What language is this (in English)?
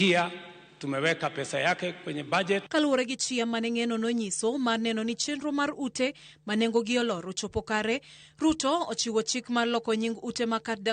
Luo (Kenya and Tanzania)